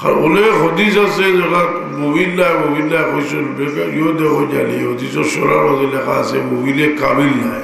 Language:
Sylheti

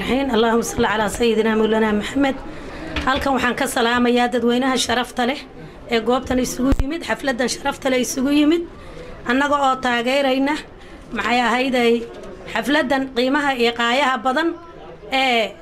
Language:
Somali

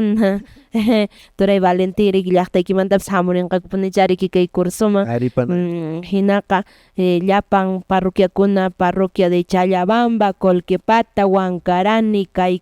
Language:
Quechua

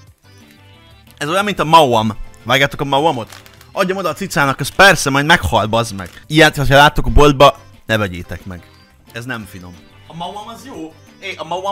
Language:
Hungarian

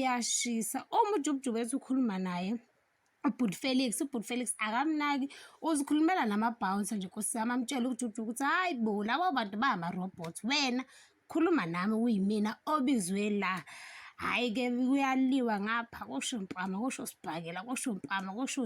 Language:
Zulu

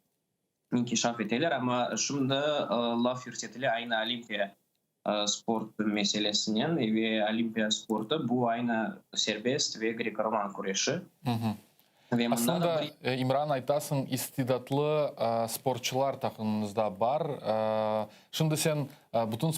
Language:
Crimean Tatar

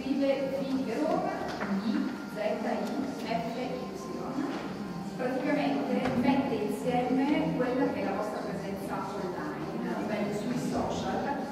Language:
Italian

